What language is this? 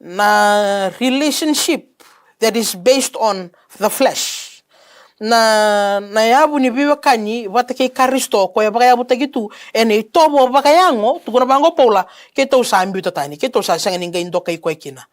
Fijian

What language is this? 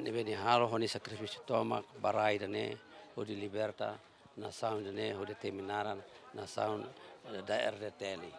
Tetum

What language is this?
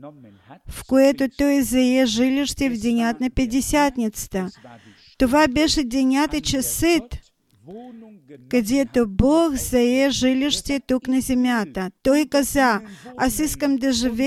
Bulgarian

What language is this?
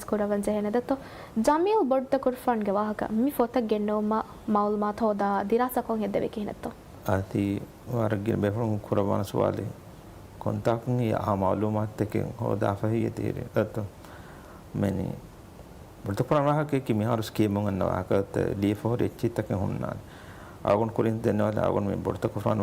Divehi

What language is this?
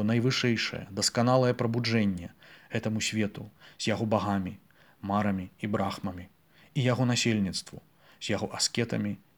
Belarusian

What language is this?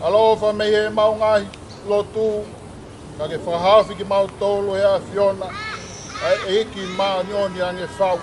Tongan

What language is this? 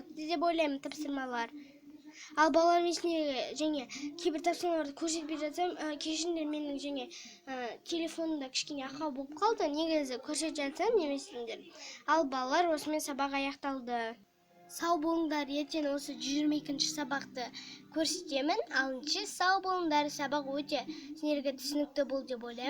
Kazakh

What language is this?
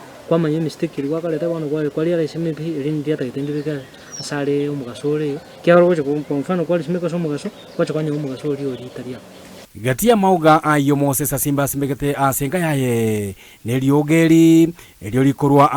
Gusii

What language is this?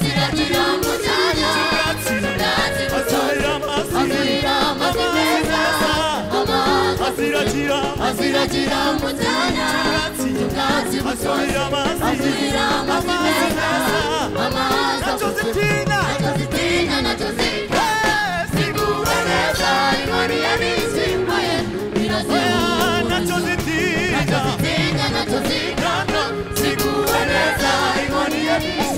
Kinyarwanda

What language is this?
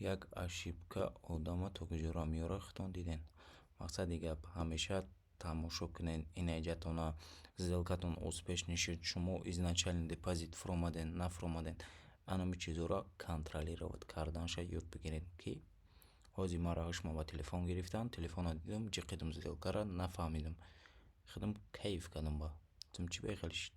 Tajik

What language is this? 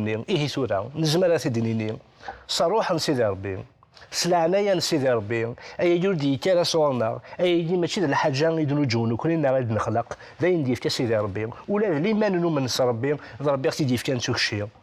Kabyle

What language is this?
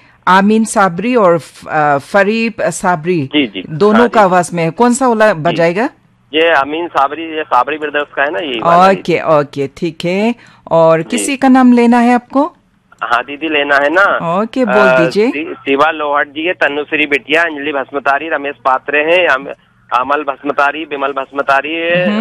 Hindi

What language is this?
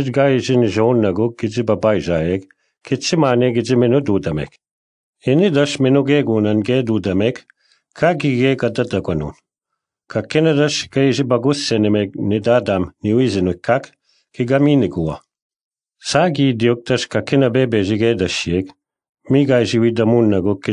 Breton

